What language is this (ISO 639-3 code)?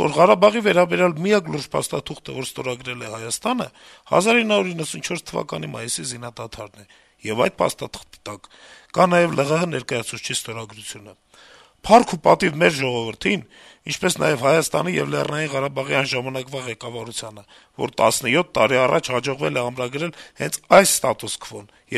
hye